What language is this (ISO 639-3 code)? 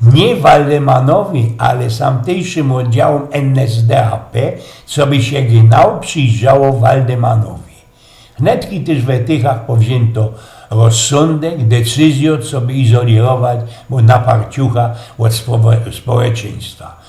szl